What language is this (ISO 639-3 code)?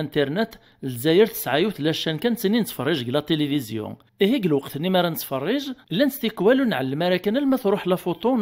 kab